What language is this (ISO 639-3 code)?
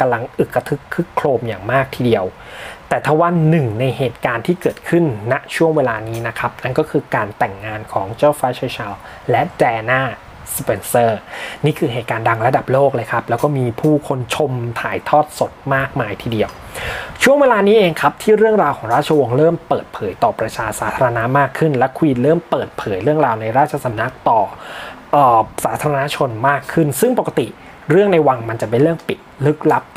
tha